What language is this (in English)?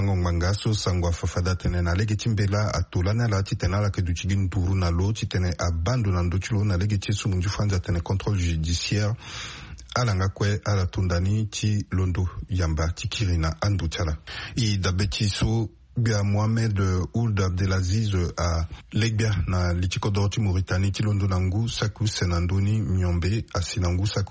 Sango